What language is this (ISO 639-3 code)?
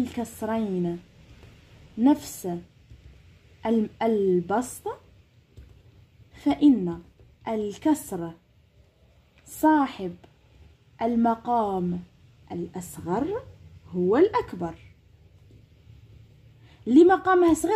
arq